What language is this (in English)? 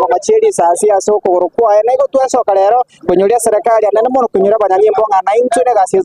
Gusii